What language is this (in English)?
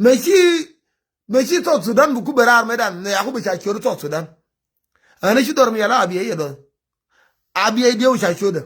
Nuer